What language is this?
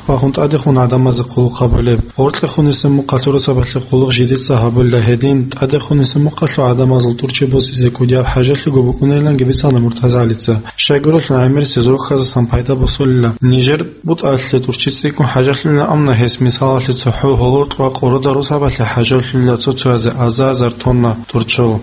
Avaric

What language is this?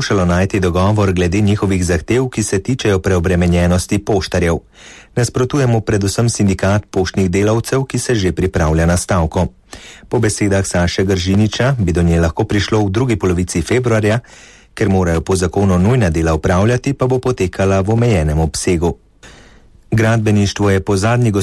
Slovenian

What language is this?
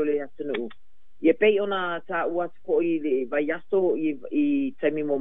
Samoan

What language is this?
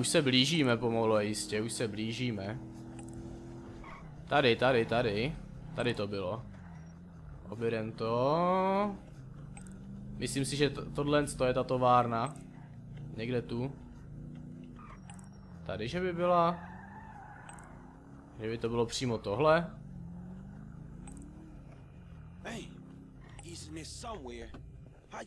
Czech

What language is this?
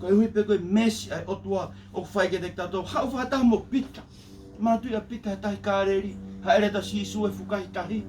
Tongan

